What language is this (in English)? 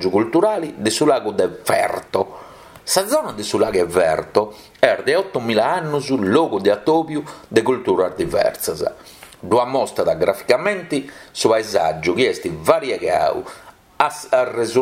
Sardinian